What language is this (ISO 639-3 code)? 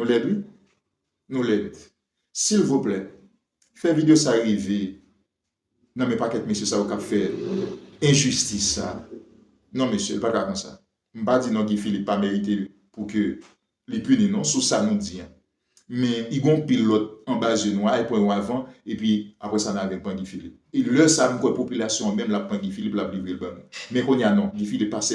hat